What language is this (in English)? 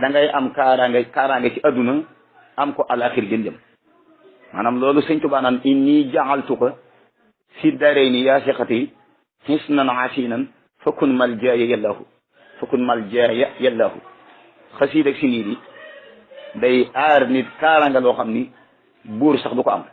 Wolof